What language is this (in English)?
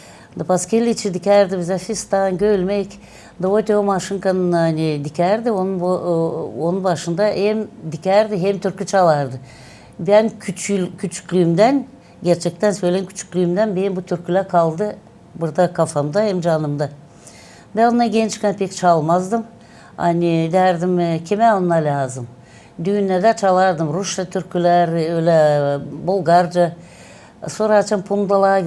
Gagauz